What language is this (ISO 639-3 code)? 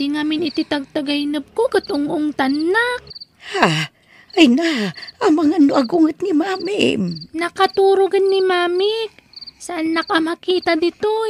ilo